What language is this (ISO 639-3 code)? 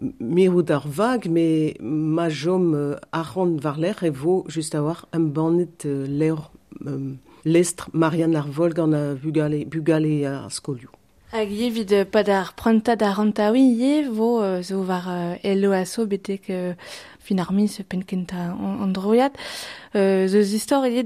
bre